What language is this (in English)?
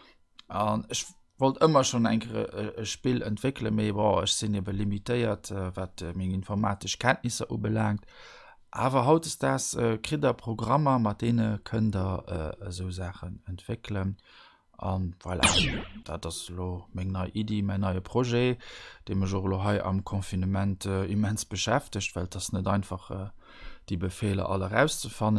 Luxembourgish